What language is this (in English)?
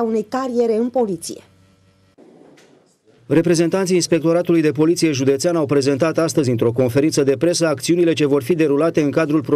Romanian